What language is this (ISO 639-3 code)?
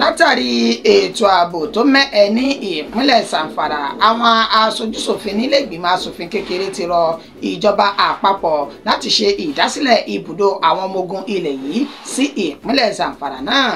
yor